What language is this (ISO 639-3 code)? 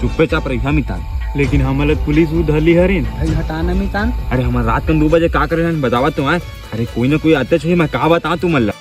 hne